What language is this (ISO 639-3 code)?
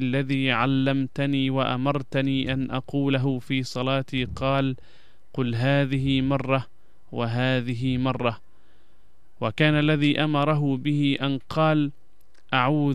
ara